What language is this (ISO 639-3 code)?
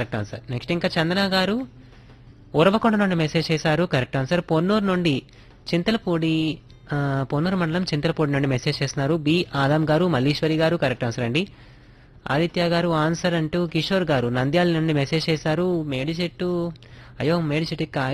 tel